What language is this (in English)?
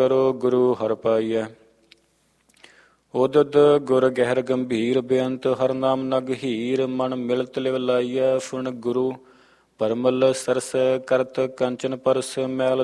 Punjabi